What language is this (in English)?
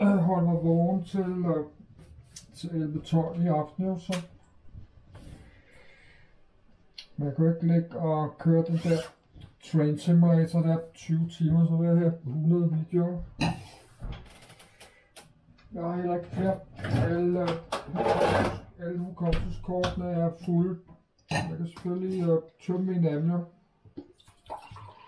Danish